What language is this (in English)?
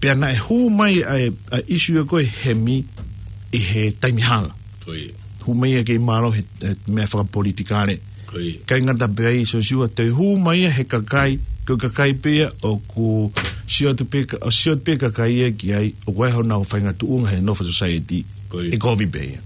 Tongan